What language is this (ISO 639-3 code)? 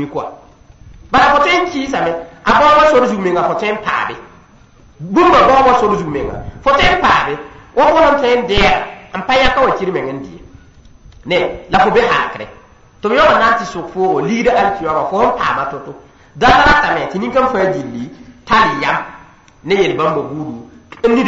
mos